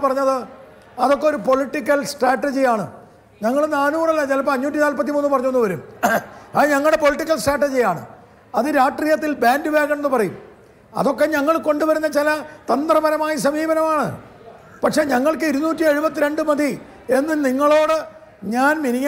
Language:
Malayalam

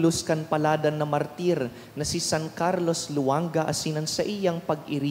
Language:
Bikol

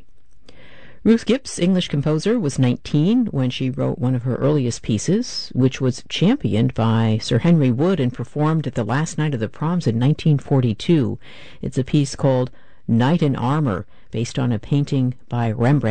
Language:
English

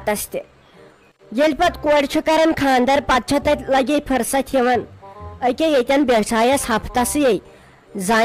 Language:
Kashmiri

